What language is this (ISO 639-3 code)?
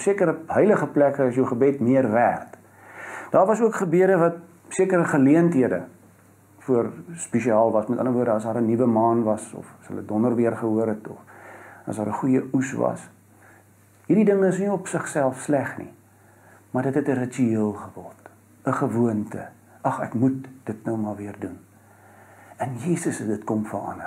afr